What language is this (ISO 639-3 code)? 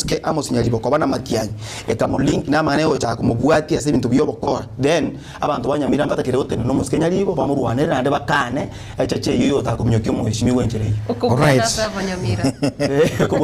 guz